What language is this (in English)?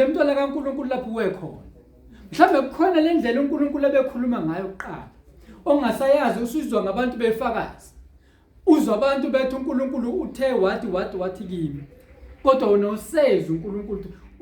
Zulu